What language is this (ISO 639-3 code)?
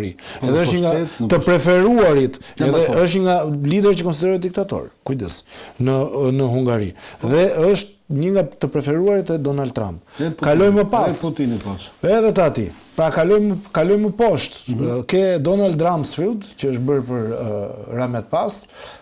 sqi